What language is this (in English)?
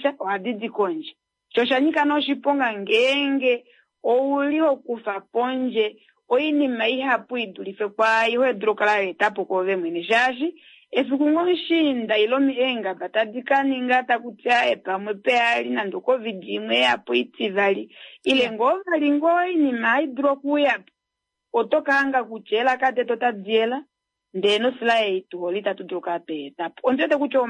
Kuanyama